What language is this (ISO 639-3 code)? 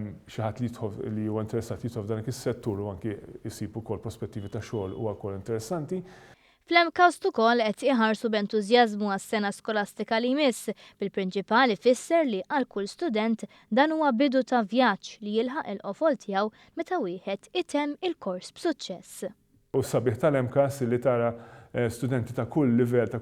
mlt